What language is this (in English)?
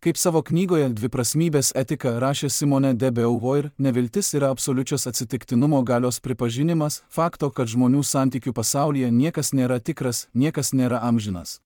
Lithuanian